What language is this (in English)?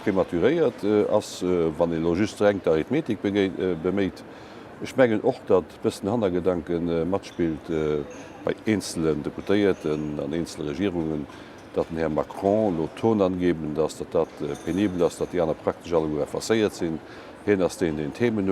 Luxembourgish